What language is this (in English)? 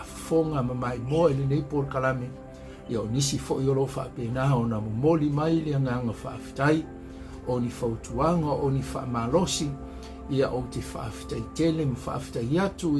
Samoan